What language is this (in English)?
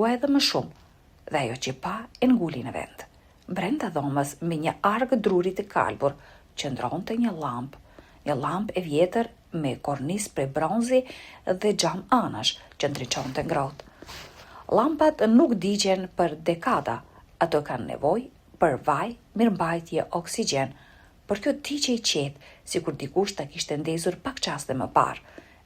Albanian